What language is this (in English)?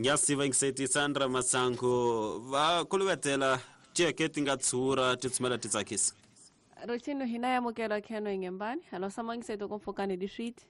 Tsonga